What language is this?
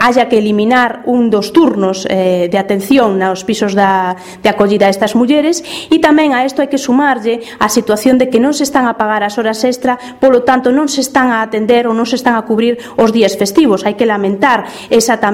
Galician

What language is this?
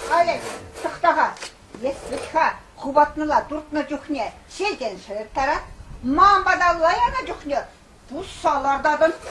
Chuvash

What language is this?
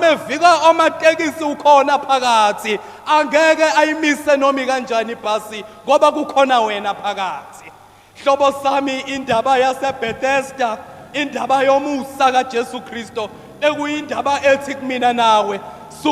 Zulu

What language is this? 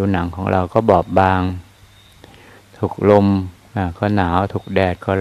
Thai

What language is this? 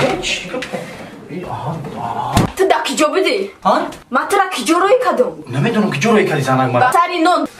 Tajik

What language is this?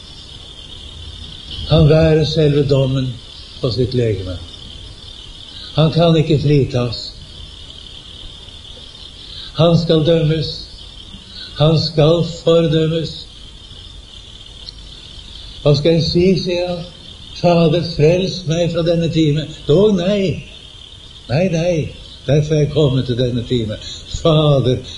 Norwegian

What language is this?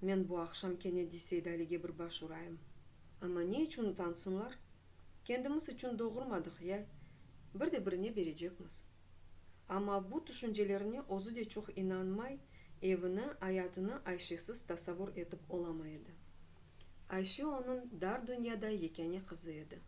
Crimean Tatar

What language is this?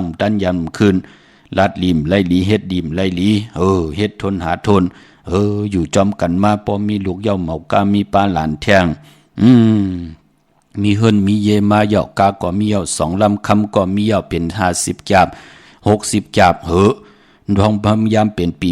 Shan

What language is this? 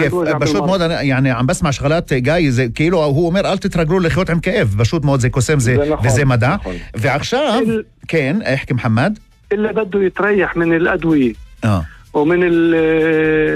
North Levantine Arabic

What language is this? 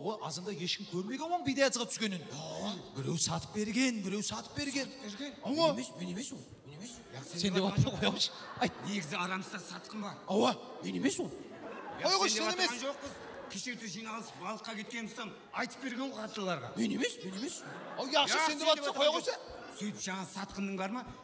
Kara-Kalpak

